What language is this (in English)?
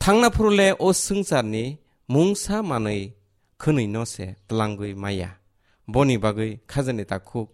Kok Borok